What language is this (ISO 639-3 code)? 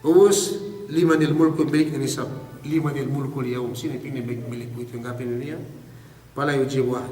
yka